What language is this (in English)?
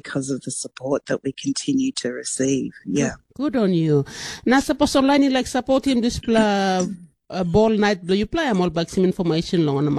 Tok Pisin